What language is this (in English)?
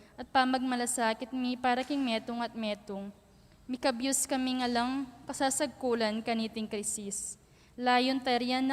Pampanga